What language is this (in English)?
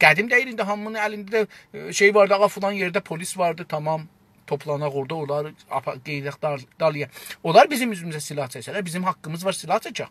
South Azerbaijani